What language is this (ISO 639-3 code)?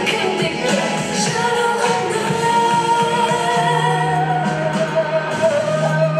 kaz